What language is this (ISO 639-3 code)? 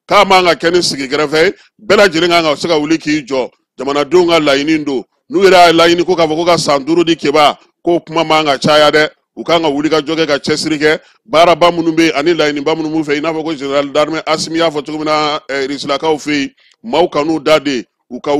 bam